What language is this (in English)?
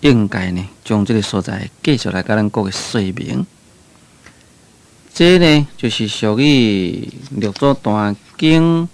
Min Nan Chinese